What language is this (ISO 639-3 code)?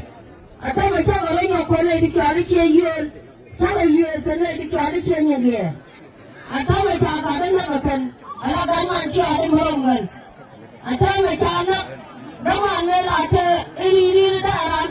nus